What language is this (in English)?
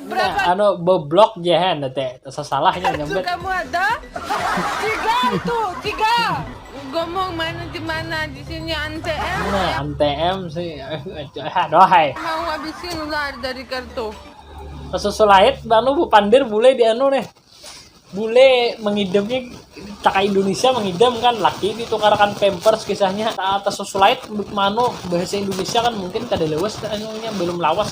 Banjar